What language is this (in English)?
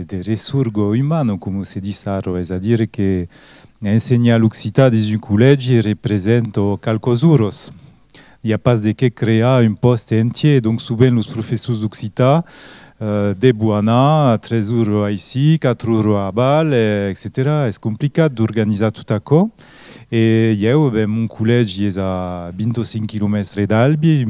Occitan